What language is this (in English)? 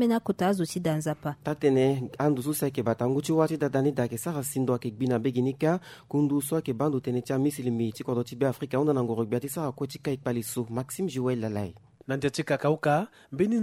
Sango